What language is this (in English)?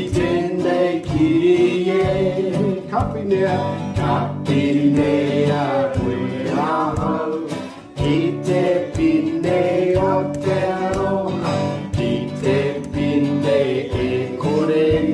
Māori